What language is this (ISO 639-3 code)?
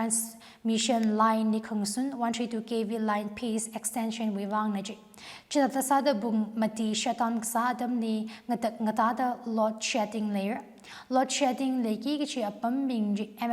nmf